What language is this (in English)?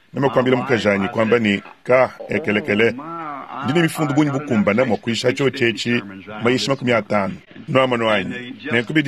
Luba-Lulua